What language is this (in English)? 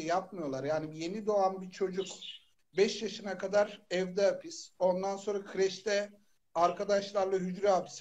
Turkish